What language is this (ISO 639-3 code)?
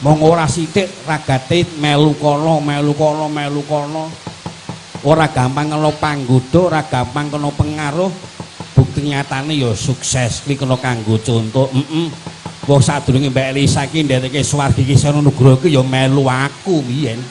jav